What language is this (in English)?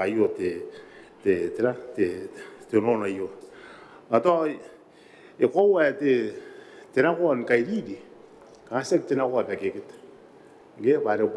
Gilbertese